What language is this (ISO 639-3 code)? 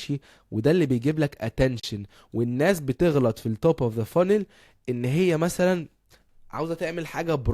arz